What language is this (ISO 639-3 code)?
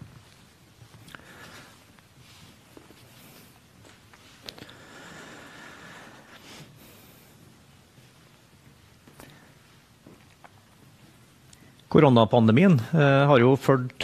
nor